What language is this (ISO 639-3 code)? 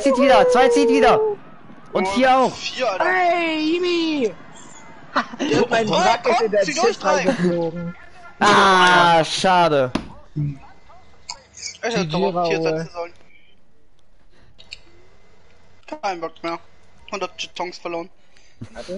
deu